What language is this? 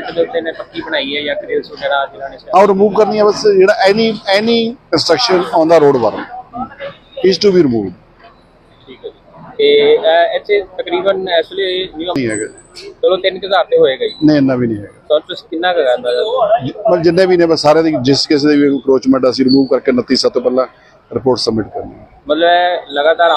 Punjabi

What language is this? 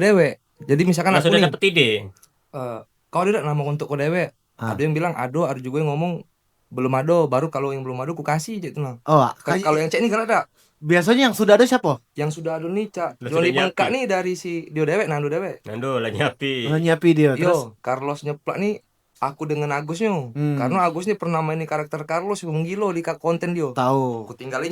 Musi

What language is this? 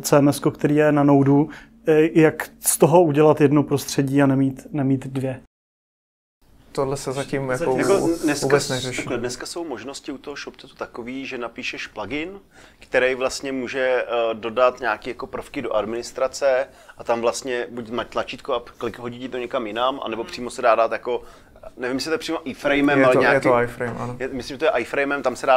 Czech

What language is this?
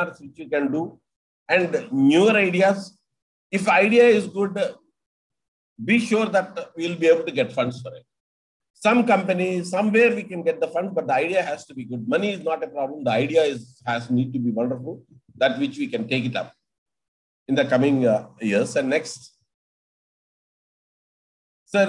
English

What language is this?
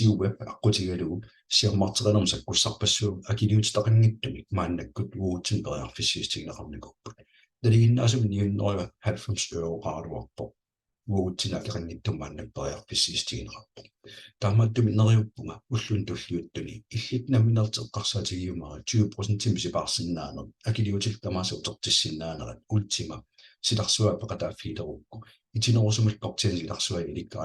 Kalaallisut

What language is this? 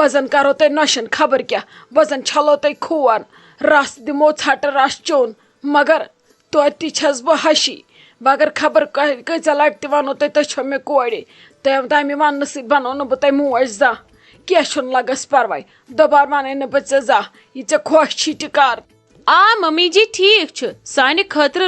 Kashmiri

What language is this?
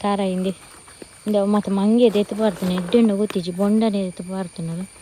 Tulu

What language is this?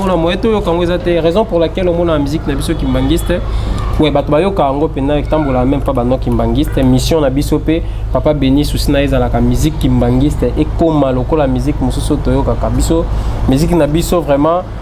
Lingala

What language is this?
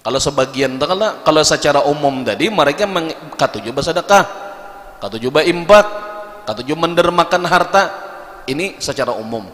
Banjar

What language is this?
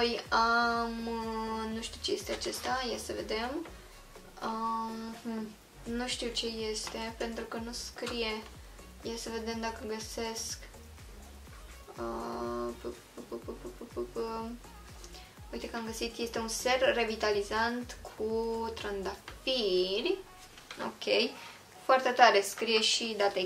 Romanian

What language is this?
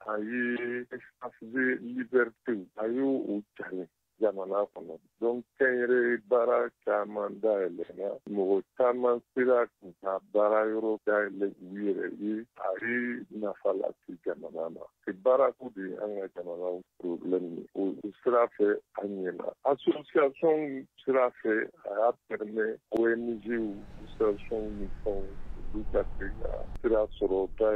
Bambara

